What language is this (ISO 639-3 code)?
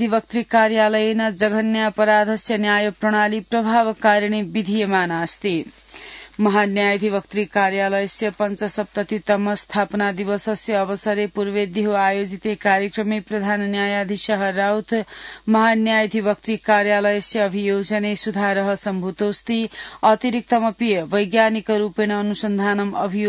san